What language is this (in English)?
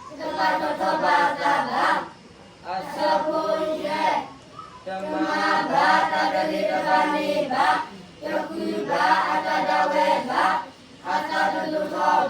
S'gaw Karen